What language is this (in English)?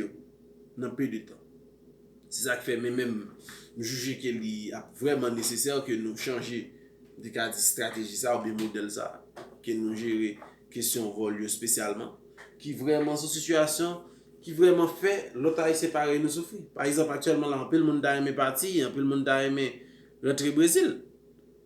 Haitian Creole